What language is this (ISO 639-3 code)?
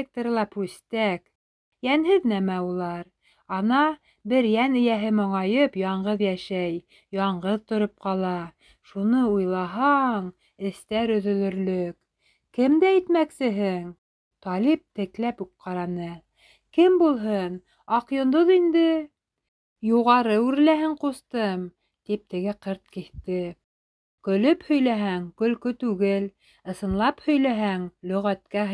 bak